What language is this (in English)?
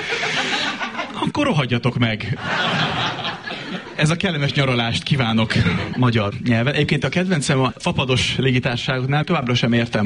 Hungarian